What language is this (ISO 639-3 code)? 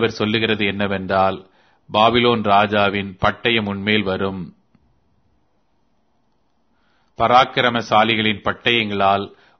tam